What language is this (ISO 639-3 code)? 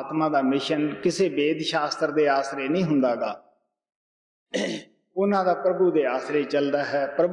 pan